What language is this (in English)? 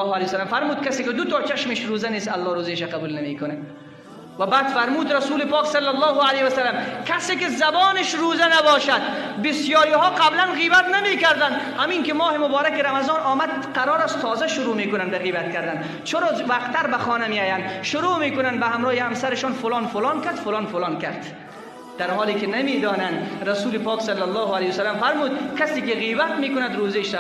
Tajik